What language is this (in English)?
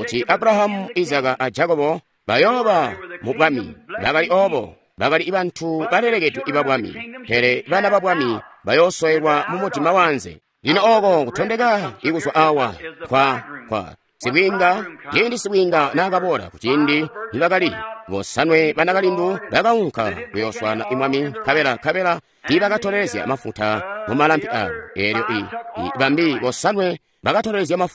Tonga (Zambia)